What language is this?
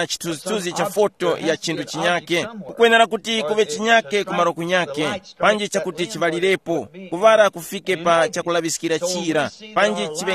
Tumbuka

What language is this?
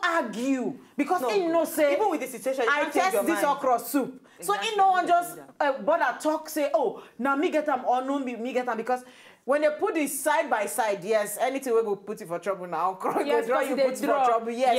Nigerian Pidgin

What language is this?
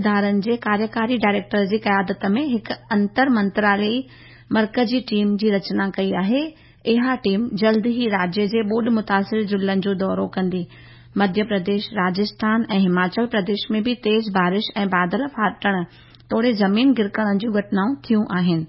Sindhi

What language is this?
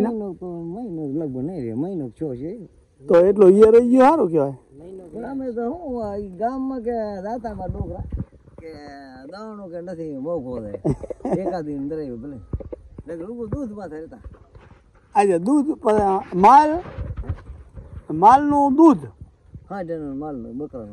Gujarati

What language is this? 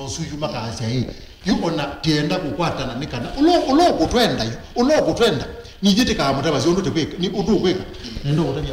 Kamba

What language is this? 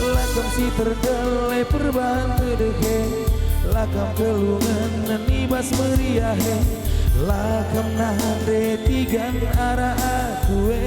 Batak Karo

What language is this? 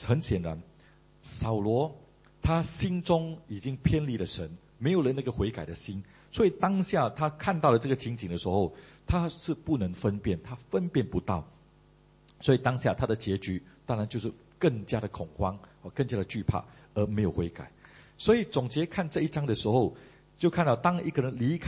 Chinese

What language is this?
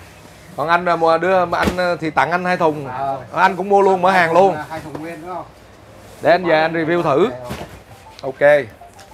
Vietnamese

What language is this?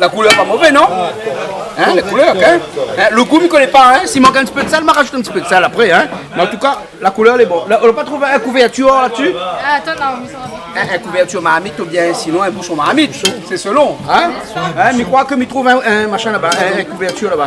Réunion Creole French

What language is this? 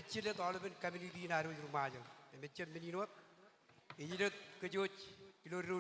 Marshallese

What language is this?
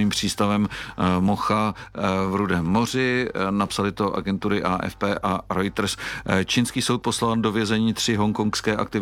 Czech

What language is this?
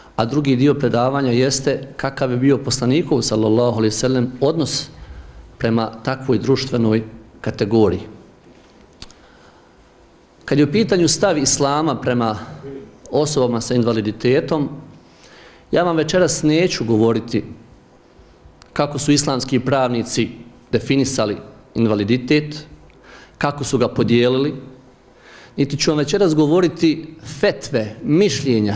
Bosnian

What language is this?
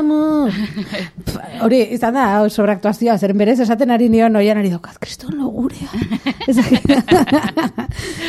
Basque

